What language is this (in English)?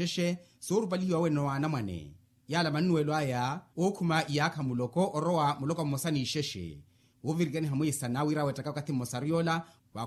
Makhuwa